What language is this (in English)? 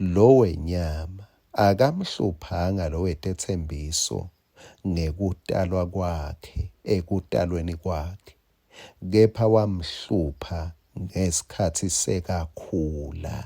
Swati